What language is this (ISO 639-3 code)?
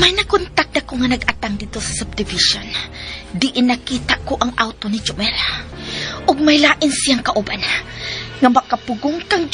ceb